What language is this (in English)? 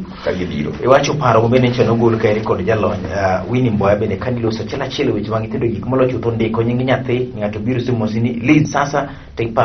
Luo (Kenya and Tanzania)